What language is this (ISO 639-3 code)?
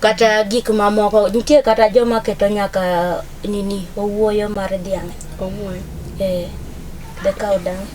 luo